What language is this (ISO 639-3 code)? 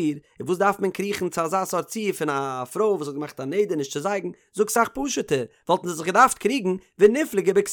yid